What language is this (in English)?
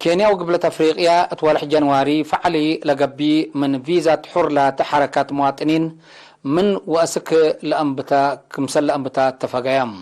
Tigre